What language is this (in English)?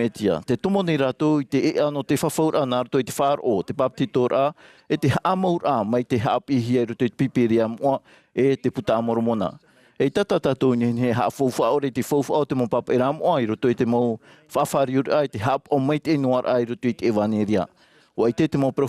Tahitian